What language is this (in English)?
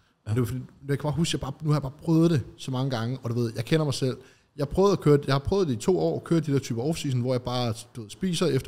Danish